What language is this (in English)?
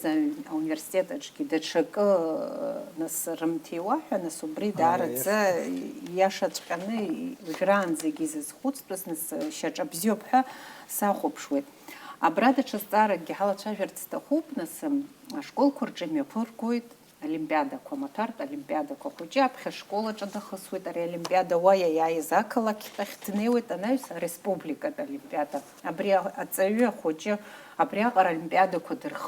Abkhazian